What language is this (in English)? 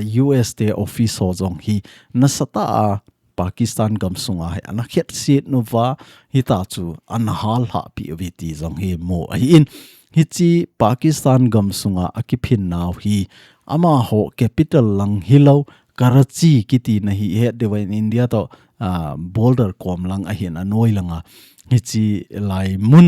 Thado Chin